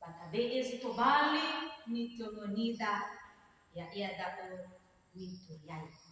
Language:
Nias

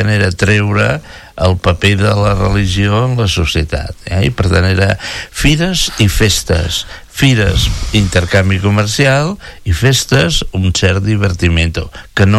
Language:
Catalan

